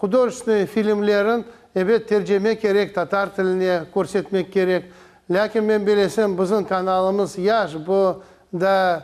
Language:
Crimean Tatar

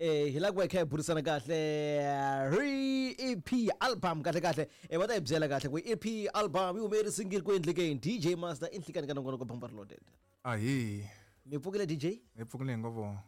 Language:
Tsonga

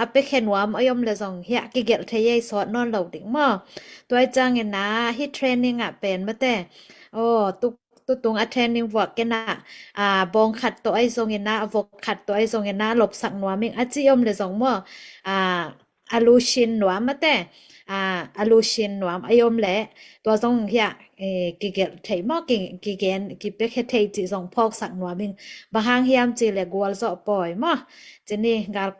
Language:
Tedim Chin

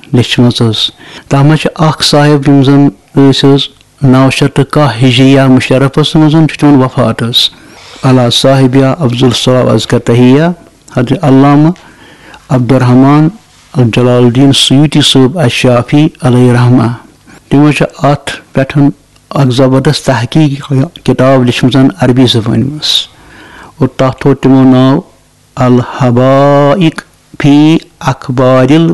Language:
Kashmiri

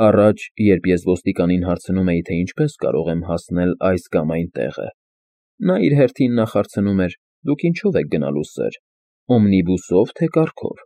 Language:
Armenian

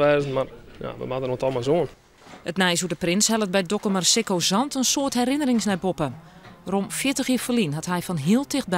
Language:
Western Frisian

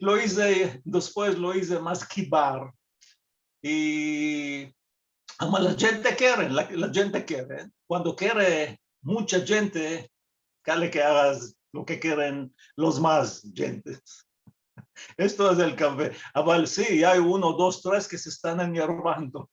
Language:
Ladino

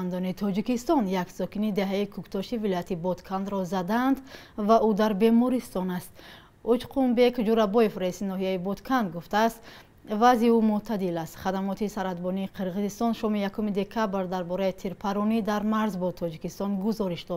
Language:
Tajik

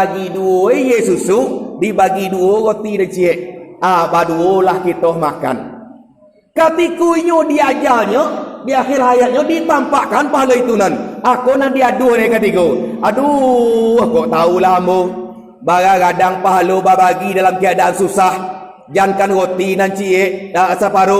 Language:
Minangkabau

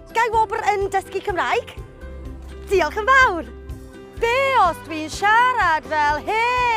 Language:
Welsh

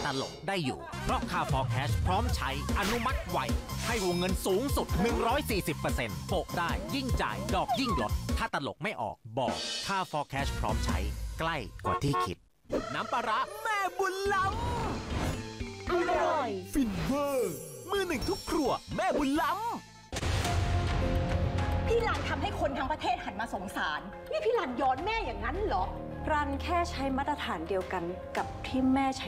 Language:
Thai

